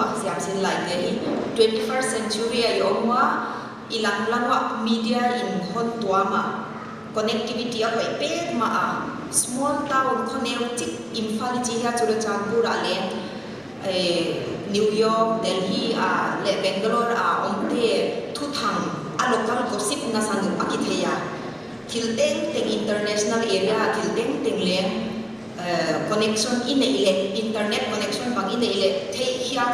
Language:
Paite Chin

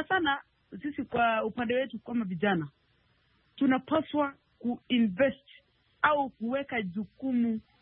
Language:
Swahili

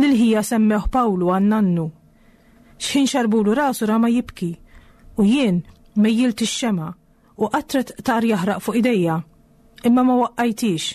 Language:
Maltese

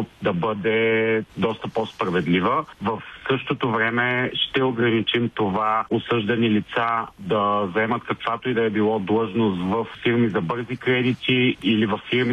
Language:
Bulgarian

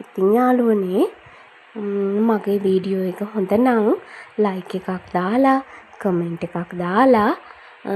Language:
Sinhala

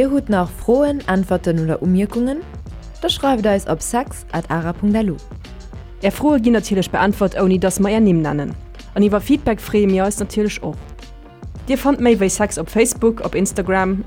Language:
Luxembourgish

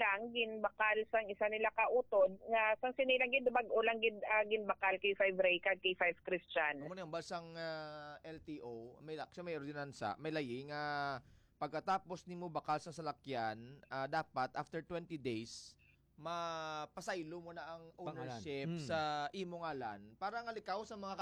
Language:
Hiligaynon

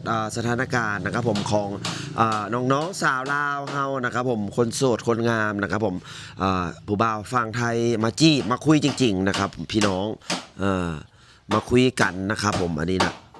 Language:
Lao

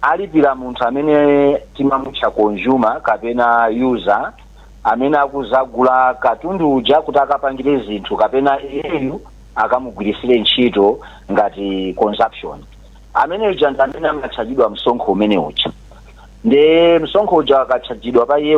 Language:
Nyanja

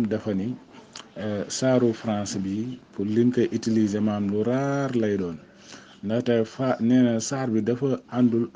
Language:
Wolof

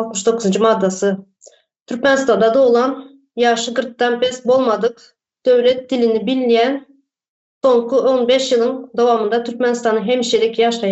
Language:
Turkmen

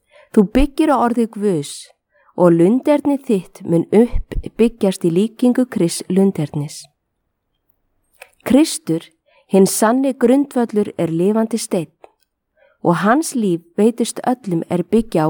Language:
Icelandic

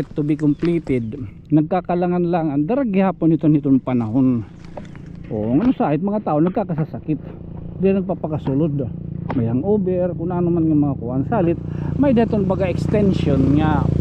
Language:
Waray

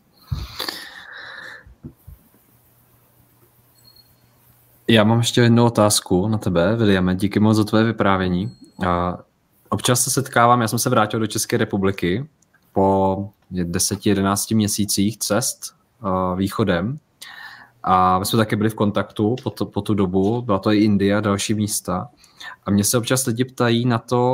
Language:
Czech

